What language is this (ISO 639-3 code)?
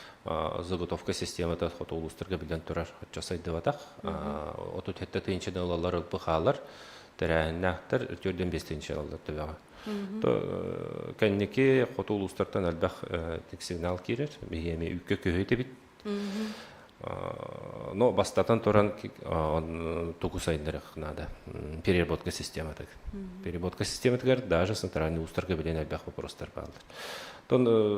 sah